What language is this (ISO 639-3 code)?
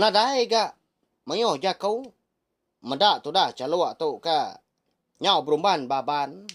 iba